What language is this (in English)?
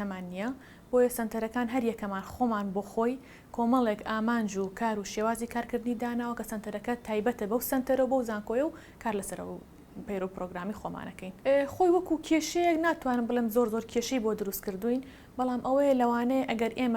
Central Kurdish